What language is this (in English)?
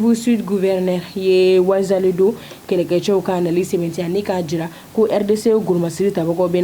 Bambara